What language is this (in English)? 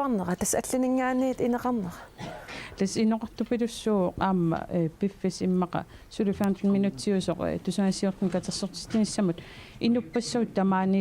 Kalaallisut